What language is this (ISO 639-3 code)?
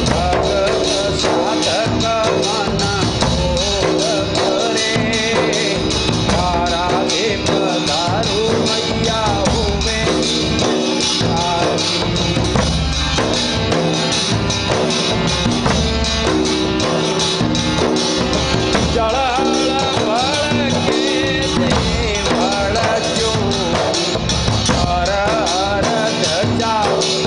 bho